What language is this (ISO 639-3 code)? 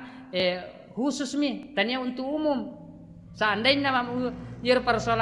bug